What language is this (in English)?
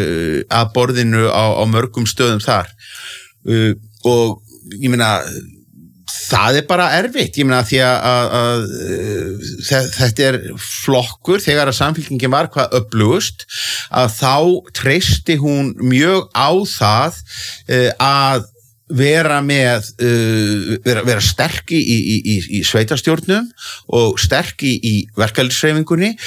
Icelandic